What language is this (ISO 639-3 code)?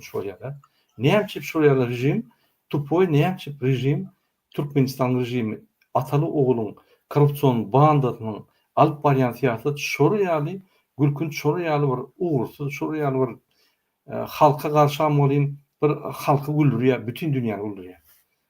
tuk